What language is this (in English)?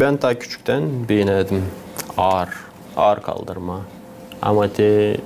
Gagauz